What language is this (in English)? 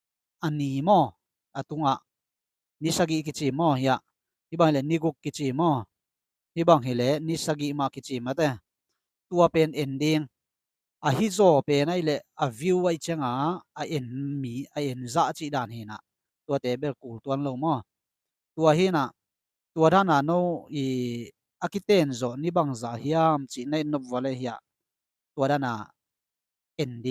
Tedim Chin